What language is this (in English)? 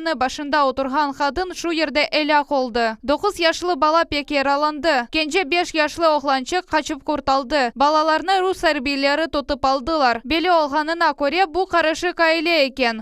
Crimean Tatar